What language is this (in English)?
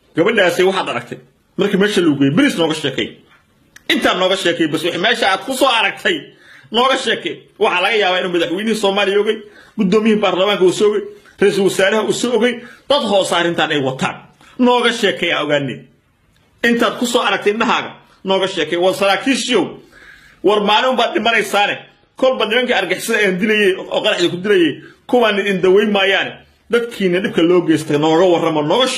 Somali